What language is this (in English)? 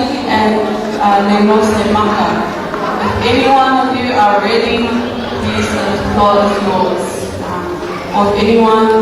Tongan